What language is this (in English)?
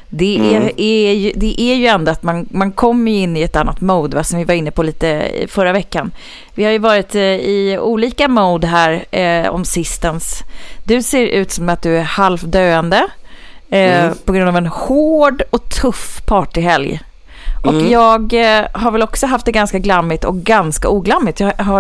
Swedish